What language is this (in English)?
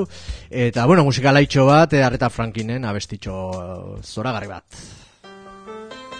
Basque